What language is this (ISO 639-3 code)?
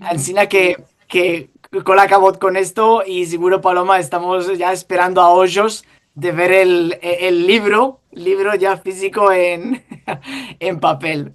lad